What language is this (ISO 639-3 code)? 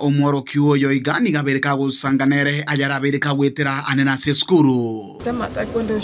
guz